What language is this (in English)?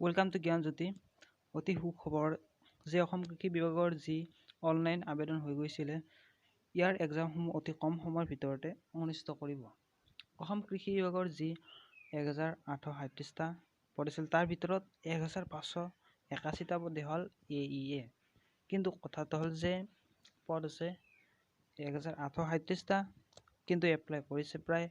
Assamese